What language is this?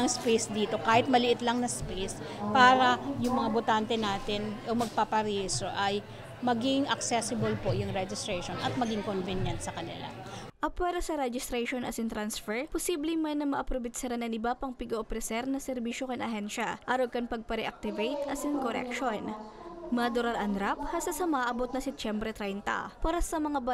Bikol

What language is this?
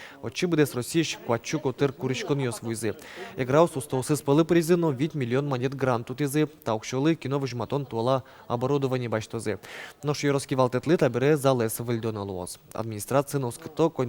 Udmurt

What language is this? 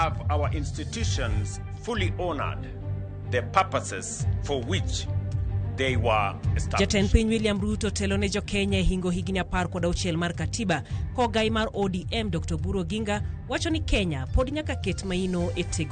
Luo (Kenya and Tanzania)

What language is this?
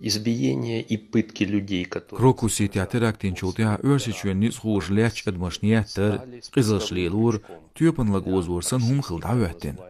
Chechen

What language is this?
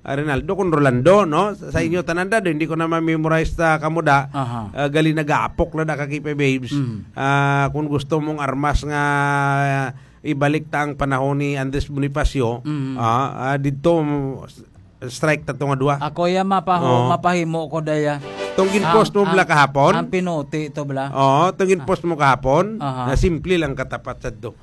Hiligaynon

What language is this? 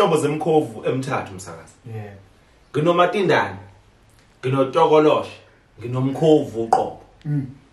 Zulu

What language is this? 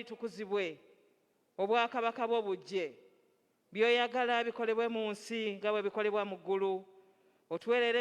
Ganda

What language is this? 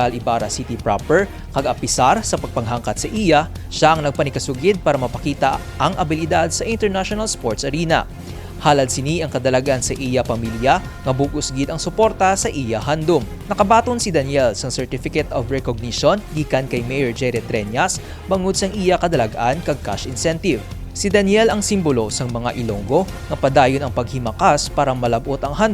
Hiligaynon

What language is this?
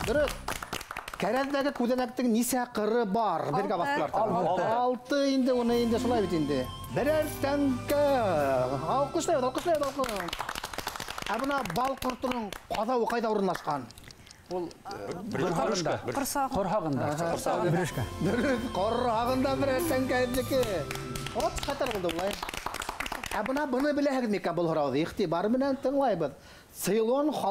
Bashkir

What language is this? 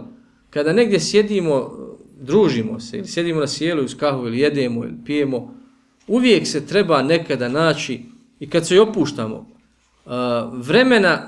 Bosnian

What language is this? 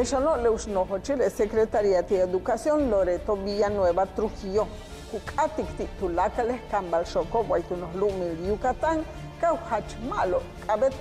Yucateco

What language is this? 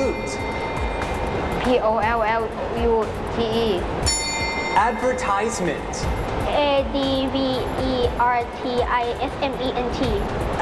Thai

